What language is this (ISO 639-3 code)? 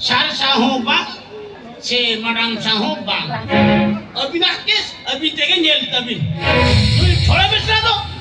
sat